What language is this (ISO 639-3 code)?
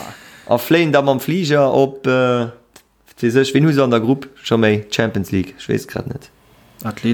ltz